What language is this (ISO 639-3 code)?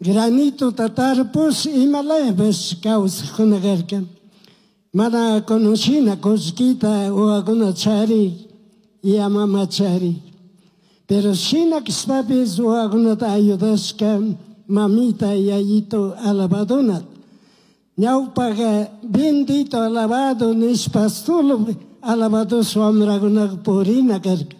qug